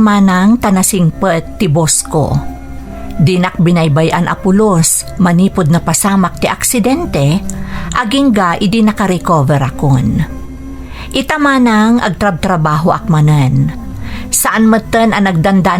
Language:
Iloko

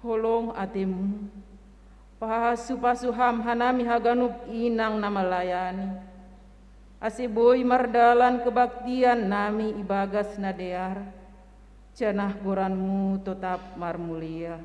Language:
Batak Simalungun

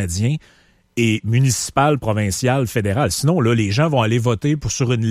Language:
French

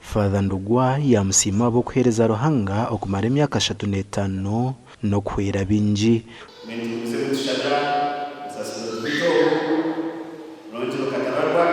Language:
Nyankole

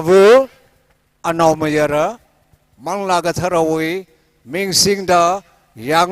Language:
Tangkhul Naga (India)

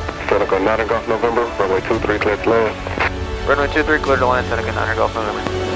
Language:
English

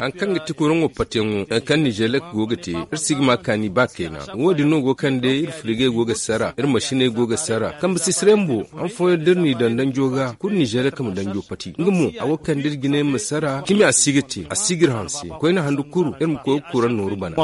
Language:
Zarma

